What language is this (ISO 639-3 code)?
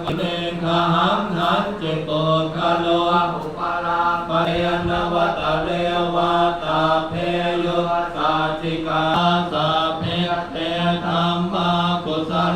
pli